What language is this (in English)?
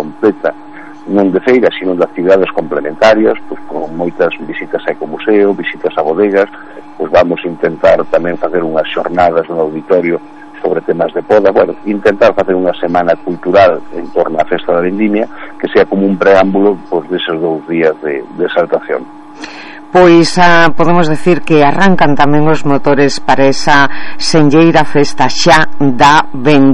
Galician